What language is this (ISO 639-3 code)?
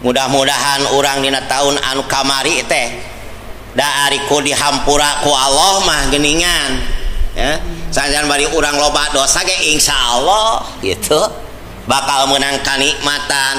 sun